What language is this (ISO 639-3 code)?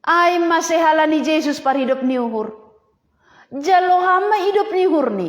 bts